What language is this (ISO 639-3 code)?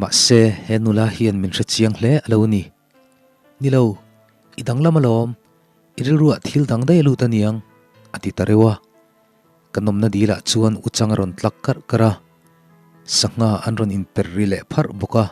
lus